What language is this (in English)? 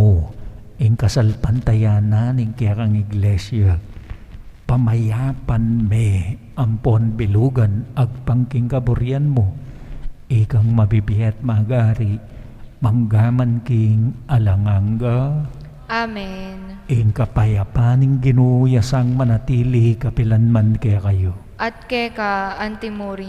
Pampanga